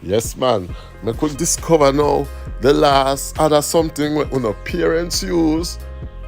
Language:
Jamaican Creole English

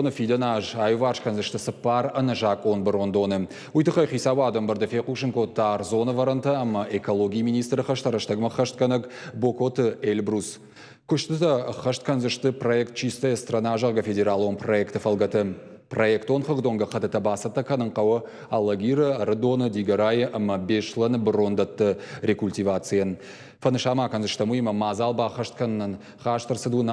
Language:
Ossetic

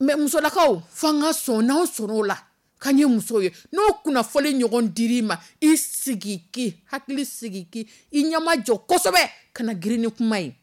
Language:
Dyula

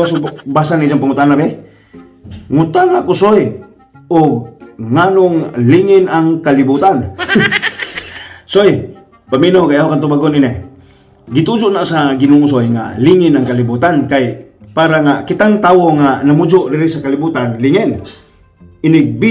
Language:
Cebuano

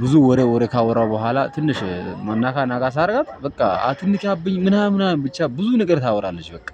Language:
Amharic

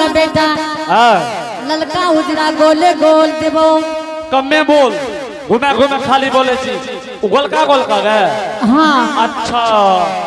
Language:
Angika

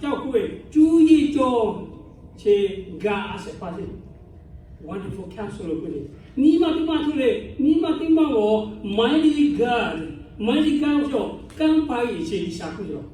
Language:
Lahu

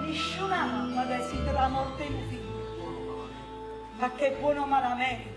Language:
Neapolitan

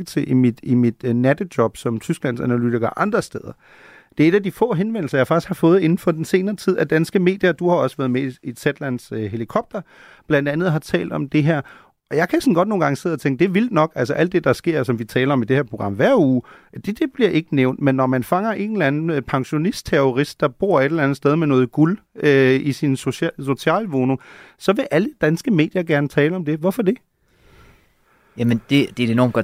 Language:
Danish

